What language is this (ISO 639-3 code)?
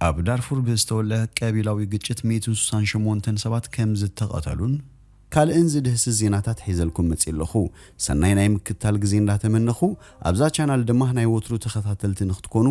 tir